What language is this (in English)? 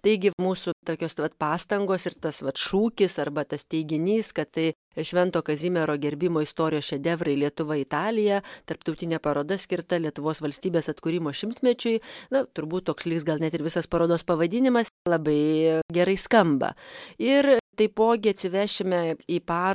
Lithuanian